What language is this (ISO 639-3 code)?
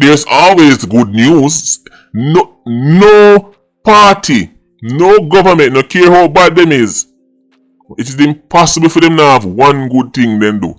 jam